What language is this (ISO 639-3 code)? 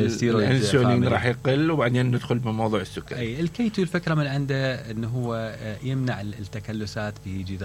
acm